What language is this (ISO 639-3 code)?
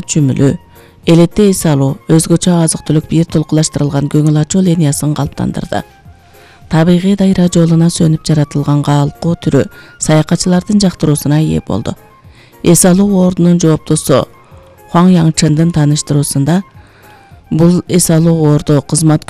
kir